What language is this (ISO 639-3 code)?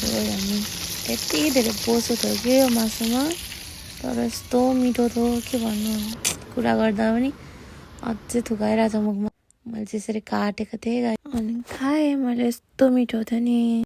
nep